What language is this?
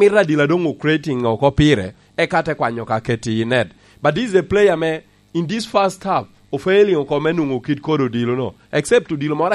Lango (Uganda)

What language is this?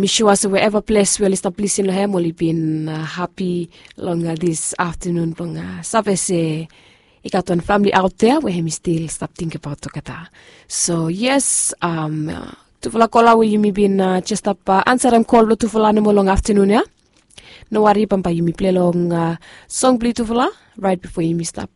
Bislama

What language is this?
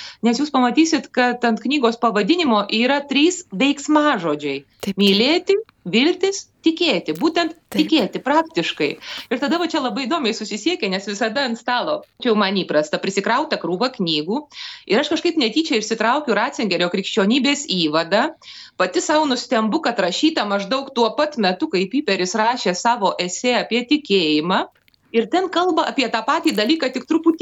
Lithuanian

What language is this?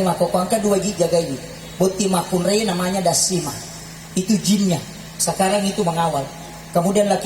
Buginese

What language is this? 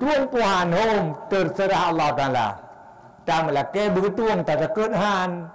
Achinese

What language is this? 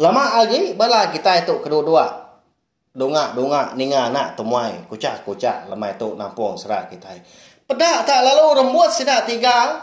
Iban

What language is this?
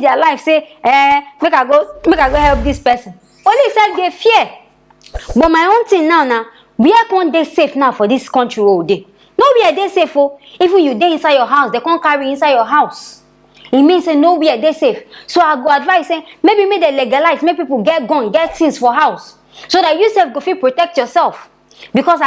Nigerian Pidgin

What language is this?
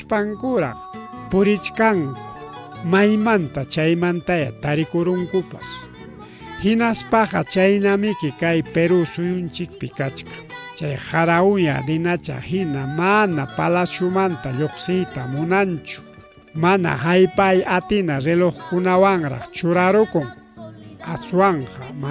Ayacucho Quechua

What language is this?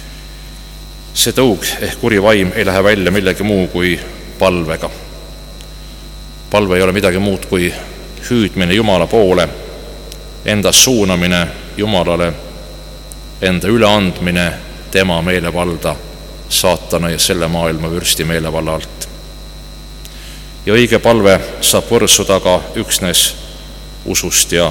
Estonian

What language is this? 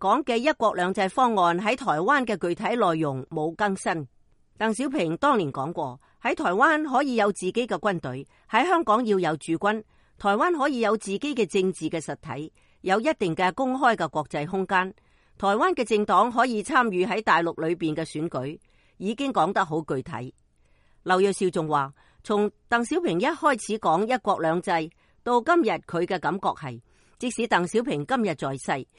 Cantonese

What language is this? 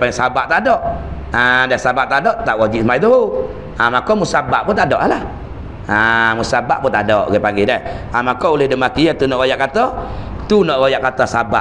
Malay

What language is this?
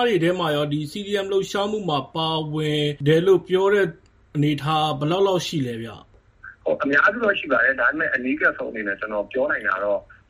Burmese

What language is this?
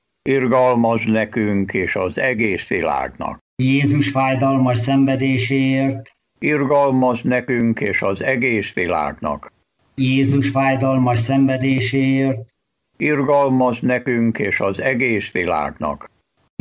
Hungarian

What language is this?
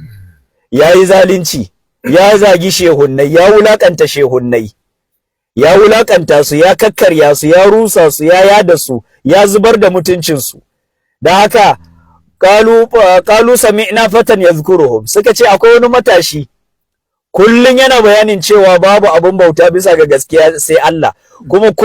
Hausa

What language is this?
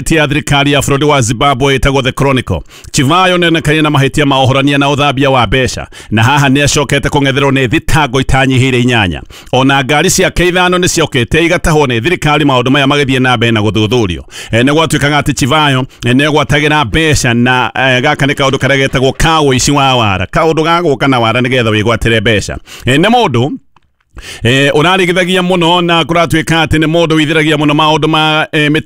Kikuyu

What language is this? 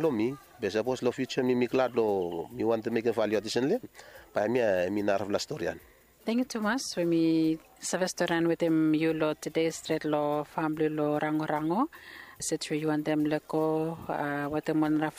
Bislama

